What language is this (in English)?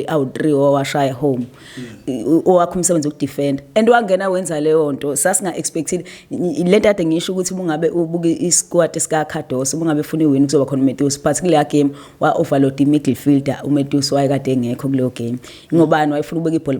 Zulu